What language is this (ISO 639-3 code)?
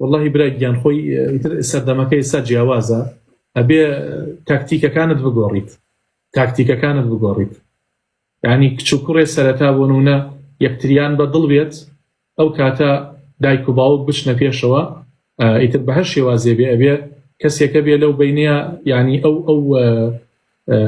ckb